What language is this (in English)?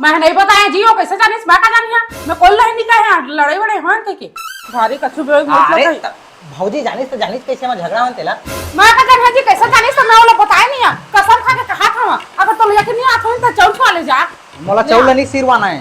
Chhattisgarhi